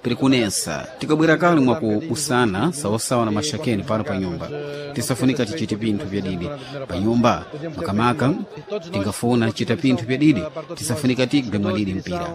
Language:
Sena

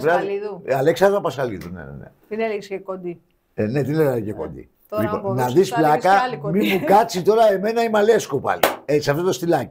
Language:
Greek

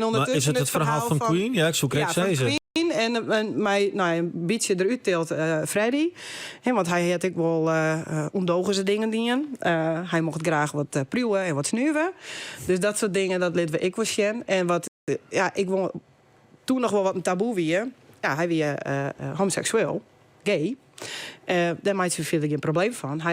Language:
Western Frisian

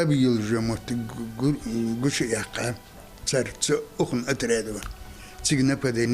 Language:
Ingush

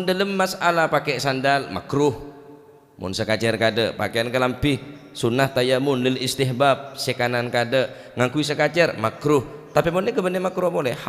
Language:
Madurese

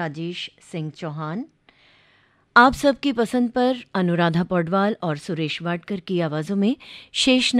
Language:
Hindi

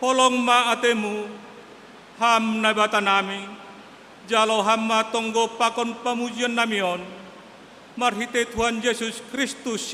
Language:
Batak Simalungun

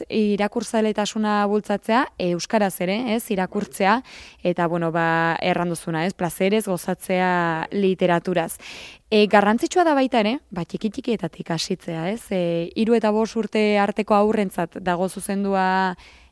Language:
Basque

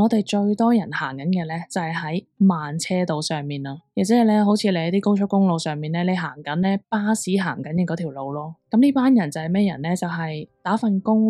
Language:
Cantonese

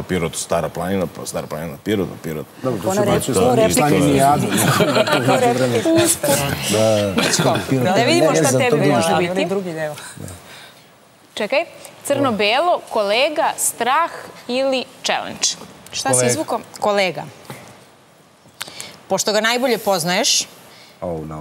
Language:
Serbian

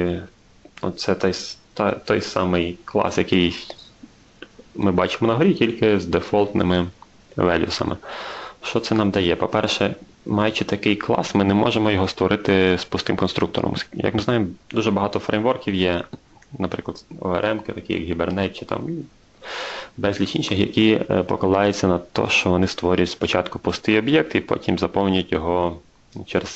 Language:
Ukrainian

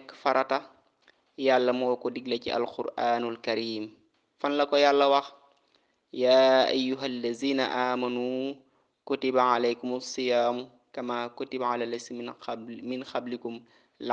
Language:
Wolof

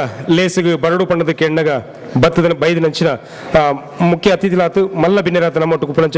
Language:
Tulu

